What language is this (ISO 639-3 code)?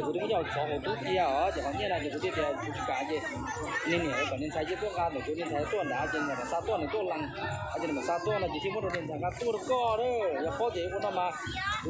hmn